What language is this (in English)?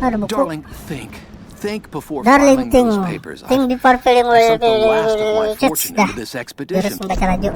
Banjar